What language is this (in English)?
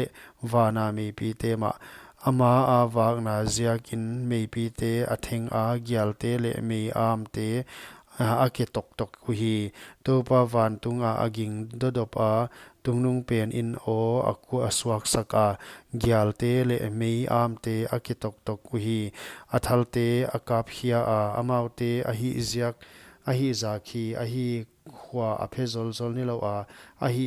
Paite Chin